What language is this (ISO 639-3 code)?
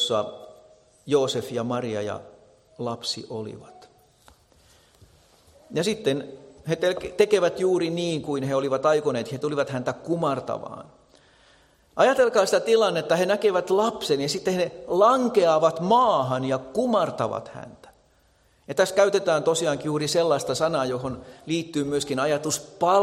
fin